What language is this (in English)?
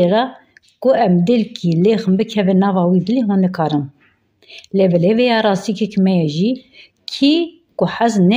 Kurdish